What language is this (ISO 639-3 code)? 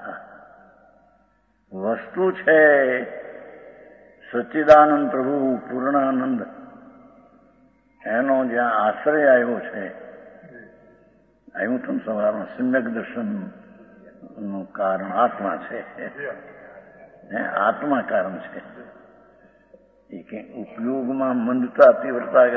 guj